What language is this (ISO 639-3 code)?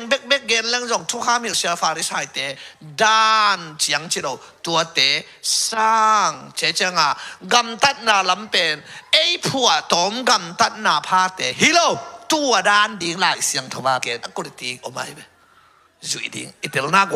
ctd